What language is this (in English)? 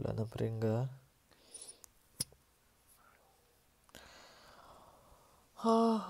Hindi